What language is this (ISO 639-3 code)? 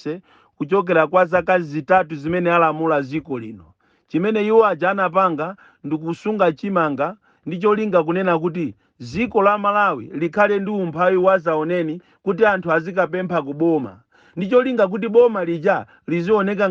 nya